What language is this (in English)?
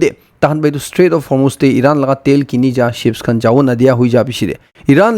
Naga Pidgin